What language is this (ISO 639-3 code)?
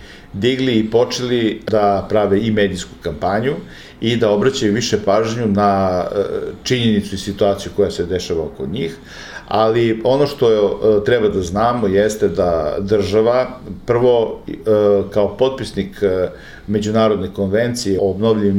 srp